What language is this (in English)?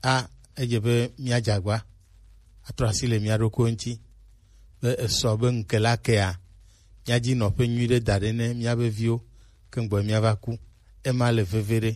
Gen